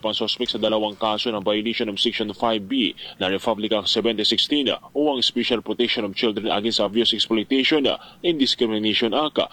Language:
Filipino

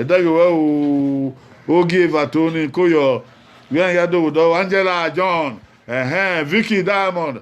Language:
Bini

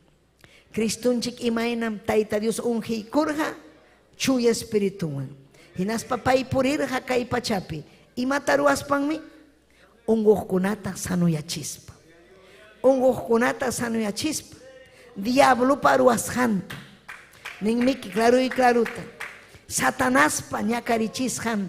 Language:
Ayacucho Quechua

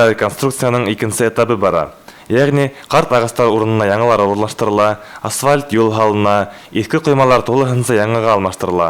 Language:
Bashkir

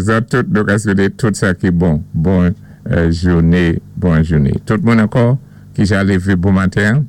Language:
Saint Lucian Creole French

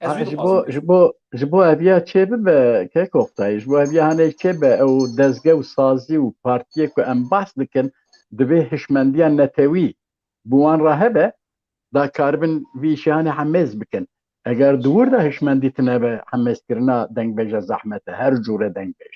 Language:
Kurdish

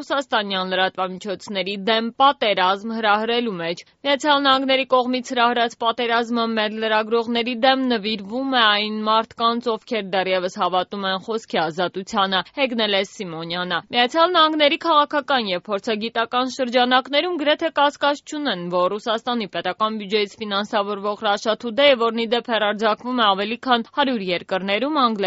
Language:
Armenian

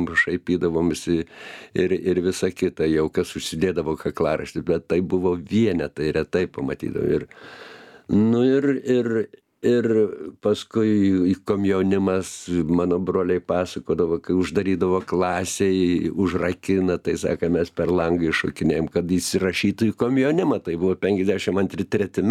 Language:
Lithuanian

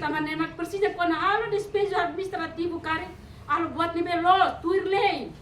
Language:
Tetum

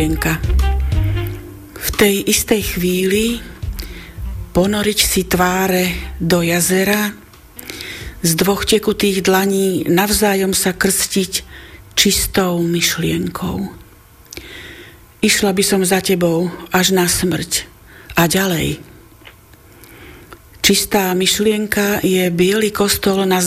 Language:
Slovak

